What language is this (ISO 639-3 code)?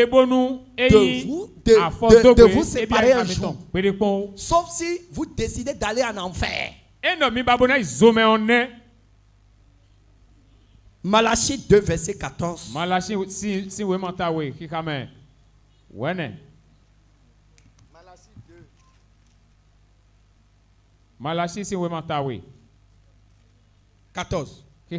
fra